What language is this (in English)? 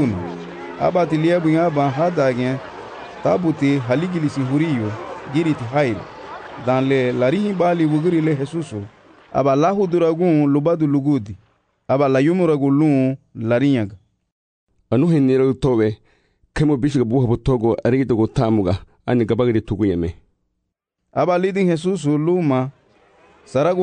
Garifuna